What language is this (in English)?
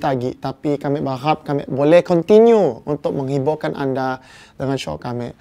Malay